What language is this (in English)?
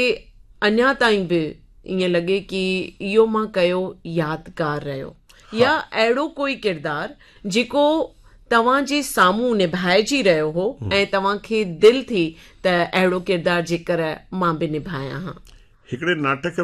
Sindhi